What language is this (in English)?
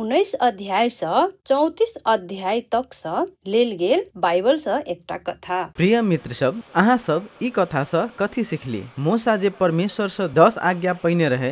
Maithili